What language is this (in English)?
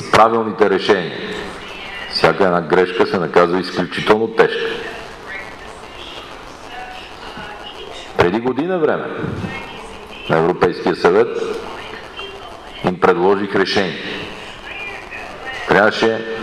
Bulgarian